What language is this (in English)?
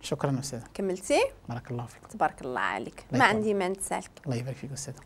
Moroccan Arabic